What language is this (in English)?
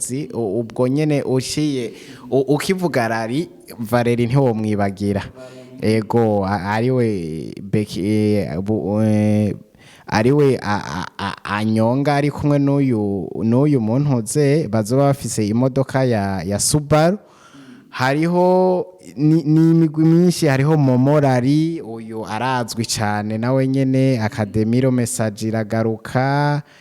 Rundi